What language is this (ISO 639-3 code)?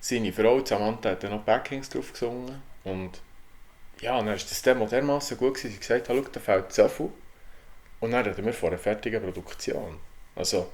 gsw